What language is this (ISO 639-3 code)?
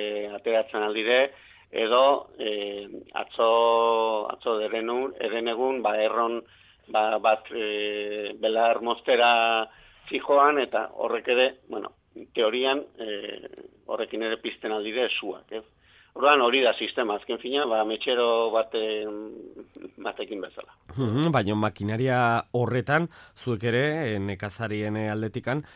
eus